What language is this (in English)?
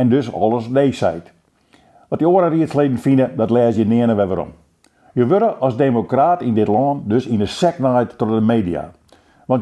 Western Frisian